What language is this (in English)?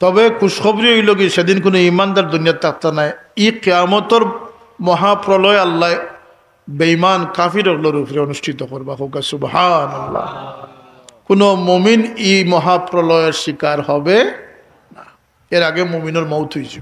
Sylheti